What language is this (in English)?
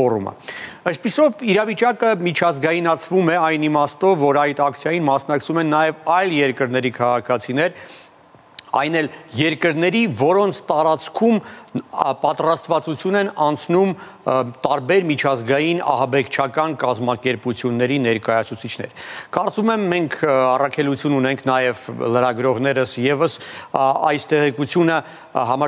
Armenian